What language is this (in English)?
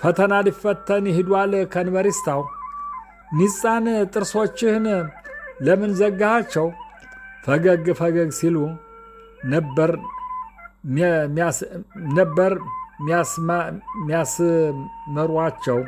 Amharic